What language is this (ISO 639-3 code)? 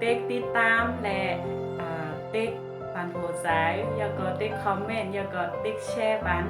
shn